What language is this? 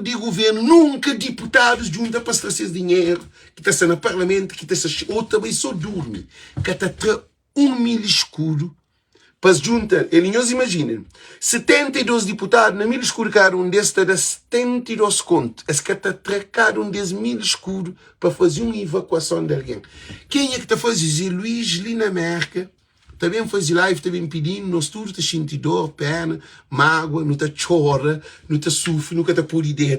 Kabuverdianu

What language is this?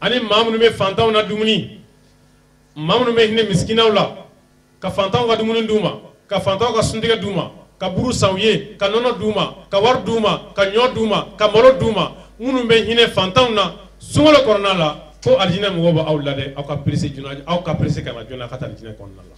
Bambara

